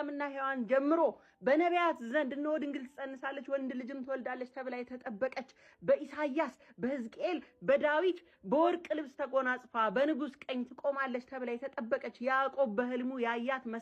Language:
Amharic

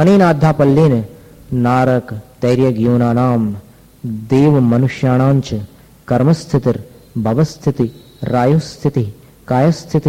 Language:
Hindi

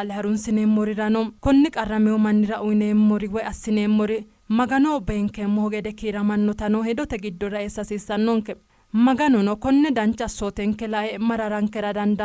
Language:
Sidamo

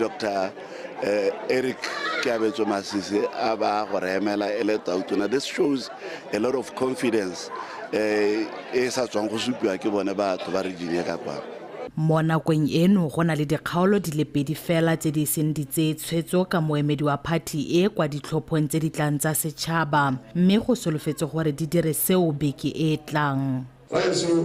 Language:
Tswana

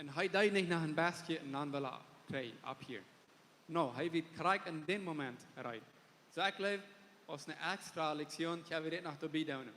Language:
Plautdietsch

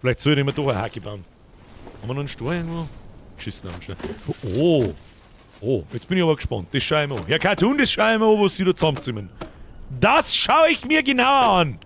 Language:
Bavarian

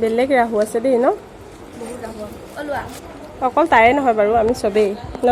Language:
Assamese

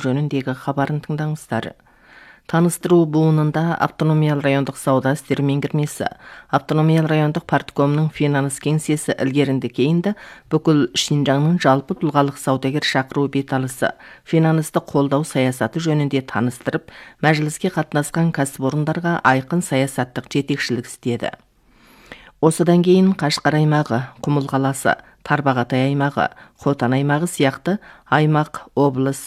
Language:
Kazakh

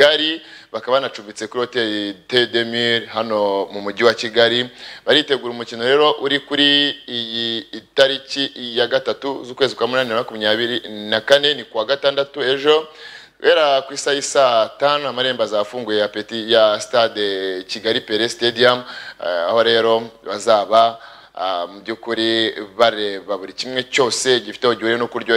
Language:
Kinyarwanda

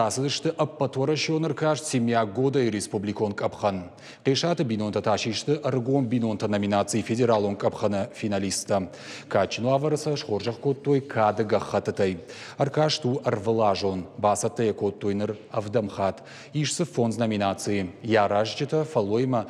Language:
Ossetic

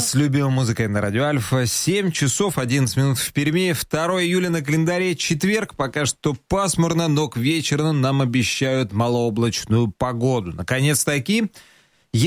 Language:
Russian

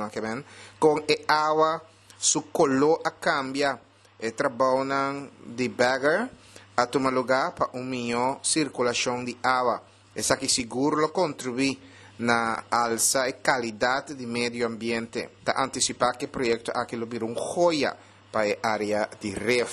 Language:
Papiamento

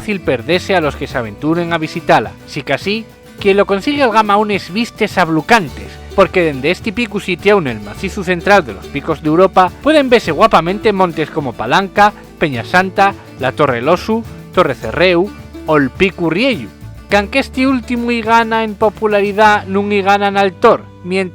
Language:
Asturian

